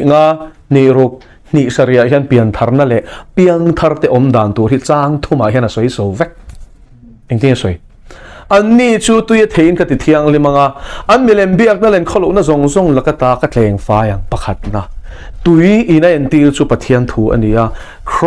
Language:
Mizo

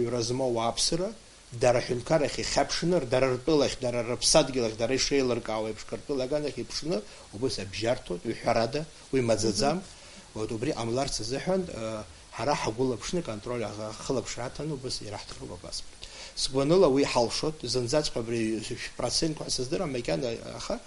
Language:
Abkhazian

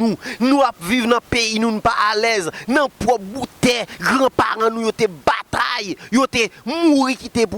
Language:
Haitian Creole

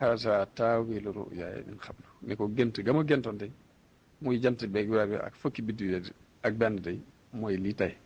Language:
Wolof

